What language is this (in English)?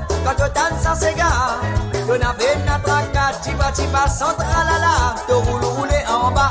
Morisyen